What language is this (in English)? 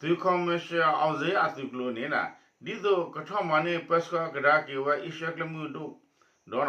S'gaw Karen